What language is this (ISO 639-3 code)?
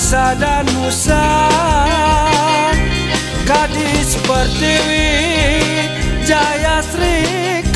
msa